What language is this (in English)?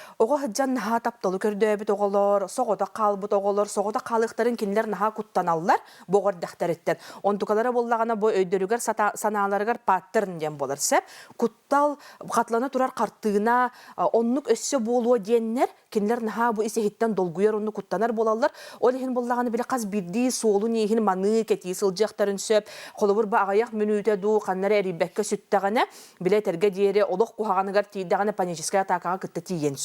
Yakut